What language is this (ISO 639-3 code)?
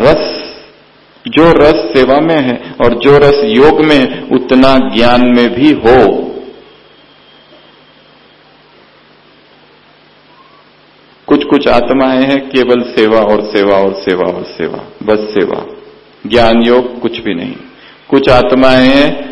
hin